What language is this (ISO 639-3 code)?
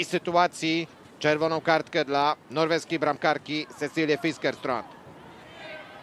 pol